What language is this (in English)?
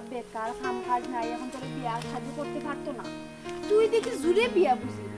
Sylheti